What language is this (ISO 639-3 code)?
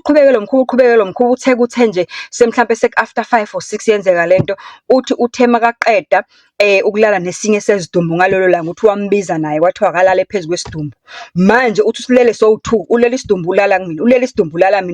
zul